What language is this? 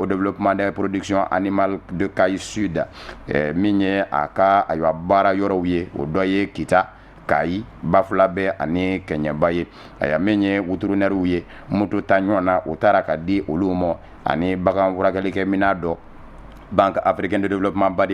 Bambara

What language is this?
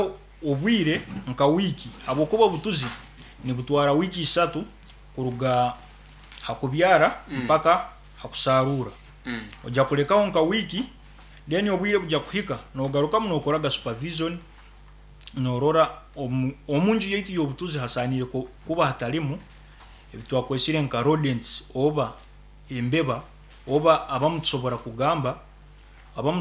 Nyankole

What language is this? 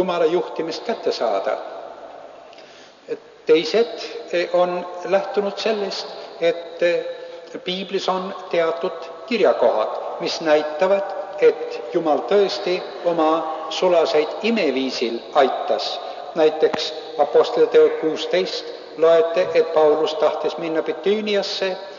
Estonian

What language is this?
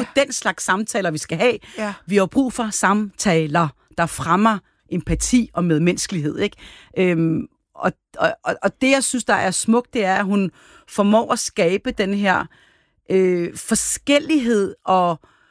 Danish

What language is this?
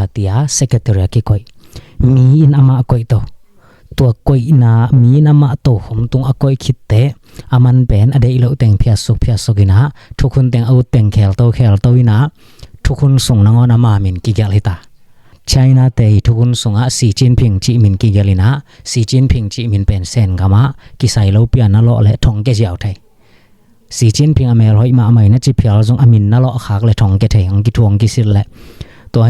Tedim Chin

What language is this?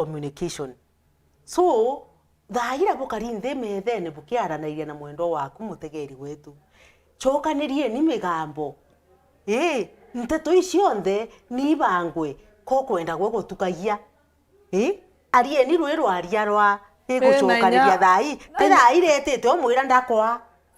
Meru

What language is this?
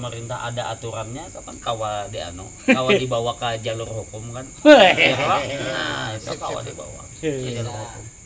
Banjar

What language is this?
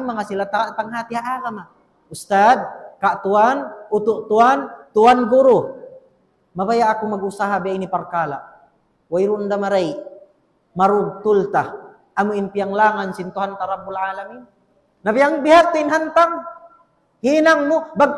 Tausug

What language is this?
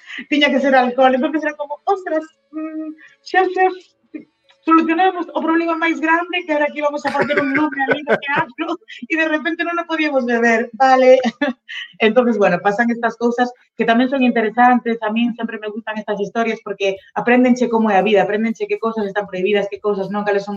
Galician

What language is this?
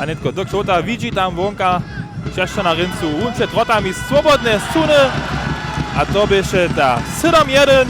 Upper Sorbian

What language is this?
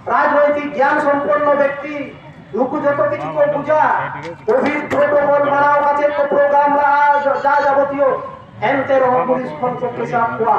Santali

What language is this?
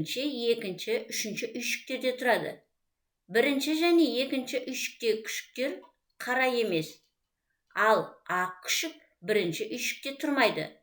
Kazakh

